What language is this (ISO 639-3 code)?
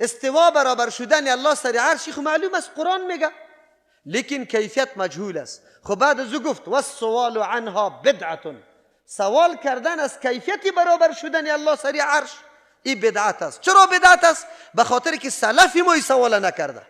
fas